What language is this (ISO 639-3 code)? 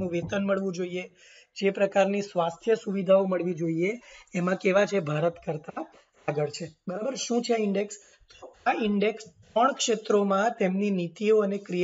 guj